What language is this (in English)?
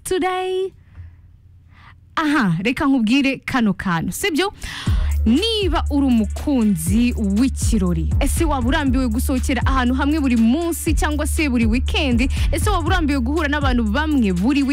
Kinyarwanda